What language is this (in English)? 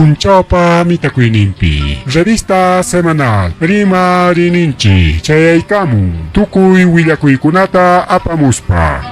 Ayacucho Quechua